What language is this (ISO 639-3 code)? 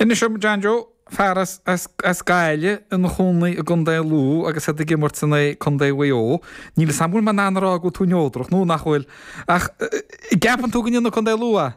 gle